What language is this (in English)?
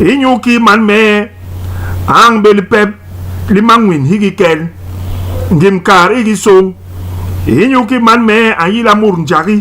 Basaa